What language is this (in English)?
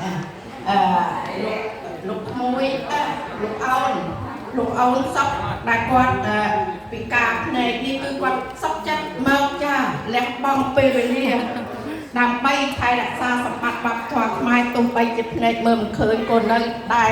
Khmer